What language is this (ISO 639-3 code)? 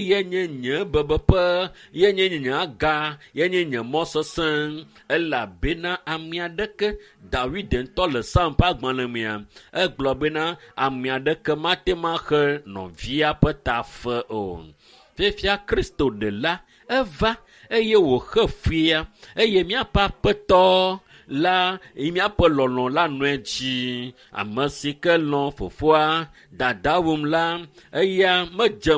ewe